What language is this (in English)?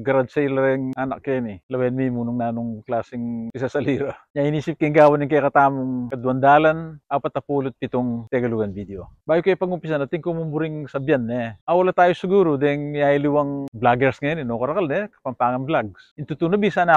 Pampanga